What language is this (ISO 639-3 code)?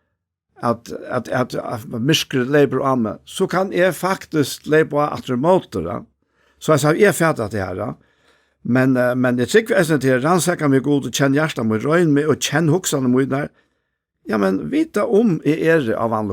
fao